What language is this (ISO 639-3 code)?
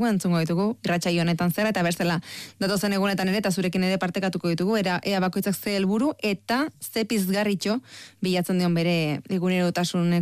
eus